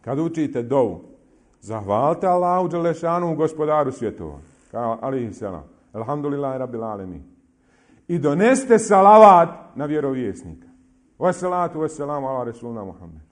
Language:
Bosnian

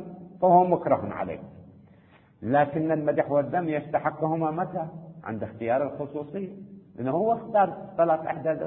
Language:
Arabic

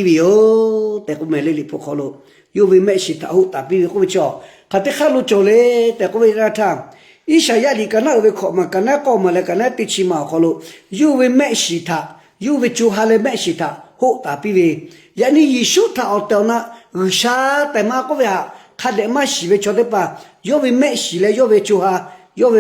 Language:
Lahu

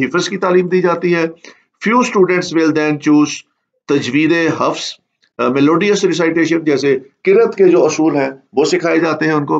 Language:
Urdu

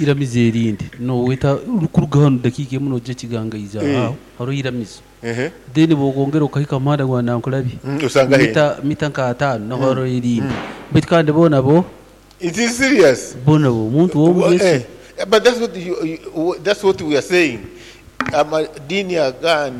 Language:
Nyoro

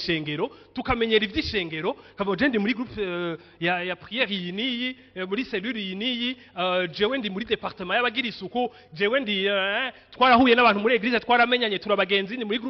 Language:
Rundi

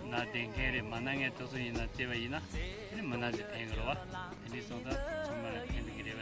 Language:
Tibetan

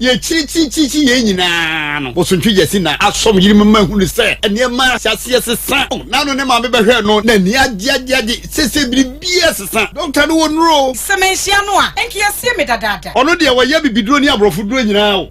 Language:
Akan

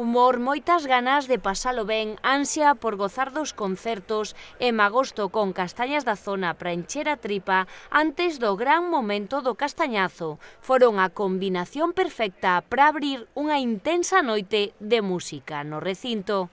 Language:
Galician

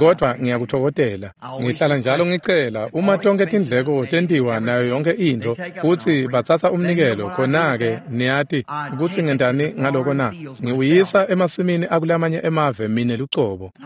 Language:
Swati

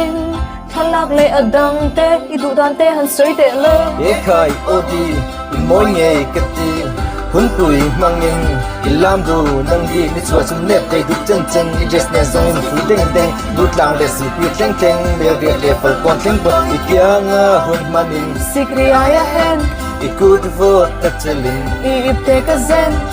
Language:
Mizo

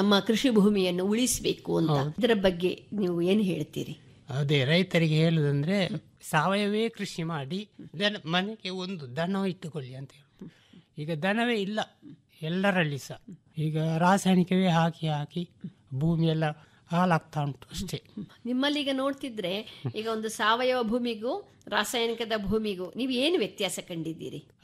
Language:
Kannada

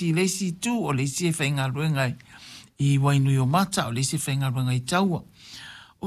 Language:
Samoan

